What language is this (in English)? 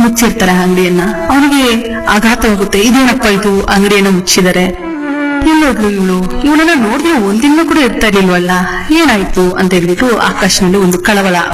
Kannada